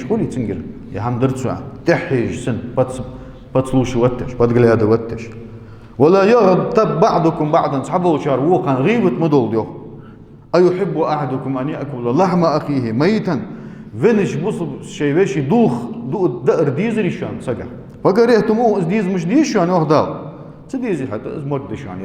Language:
Ingush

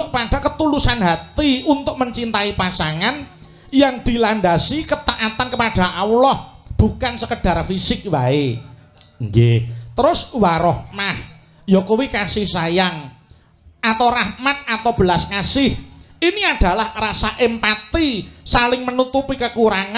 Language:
Javanese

